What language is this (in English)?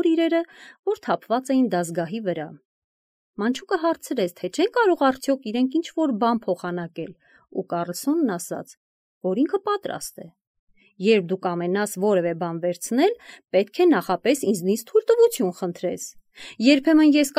Armenian